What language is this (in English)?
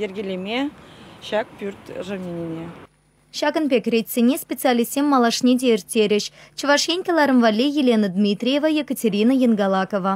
Chuvash